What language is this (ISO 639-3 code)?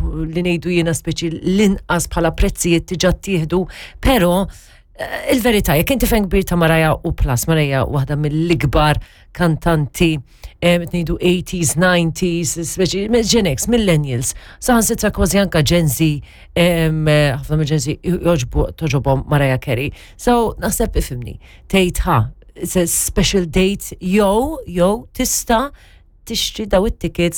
mlt